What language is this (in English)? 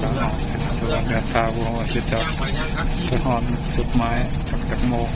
Northeastern Thai